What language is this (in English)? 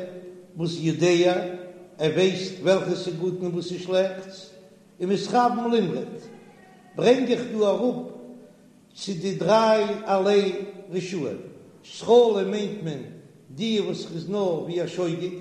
Yiddish